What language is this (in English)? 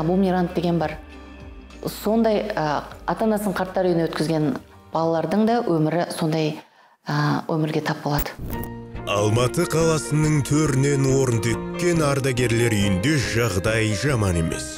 Kazakh